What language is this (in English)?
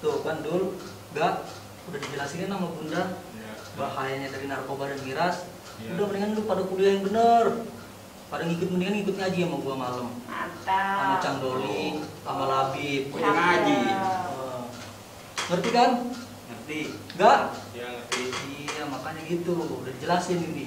Betawi